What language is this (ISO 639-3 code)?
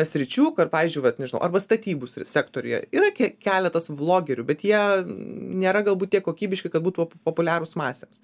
lit